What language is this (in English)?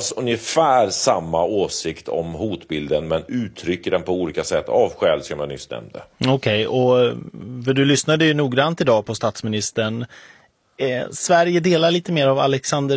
Swedish